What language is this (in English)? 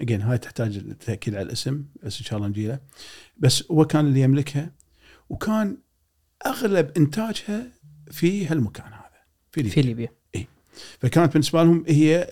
Gulf Arabic